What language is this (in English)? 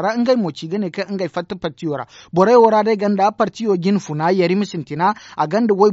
Zarma